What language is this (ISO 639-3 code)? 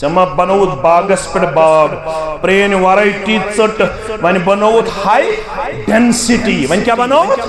kas